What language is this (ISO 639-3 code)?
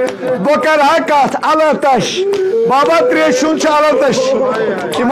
kas